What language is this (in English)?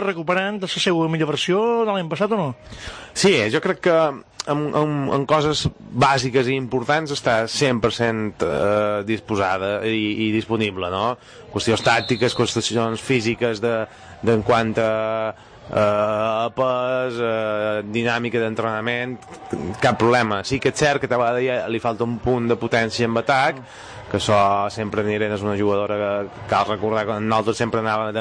Catalan